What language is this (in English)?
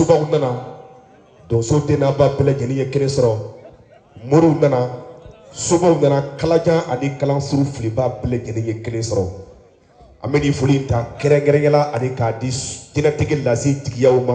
Bambara